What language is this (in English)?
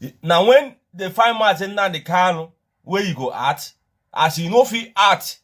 Nigerian Pidgin